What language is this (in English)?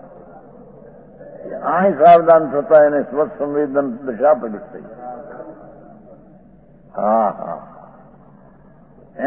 Gujarati